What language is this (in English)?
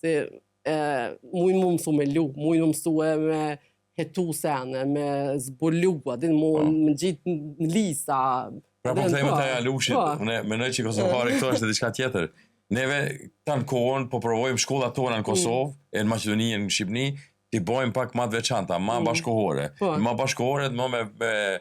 Albanian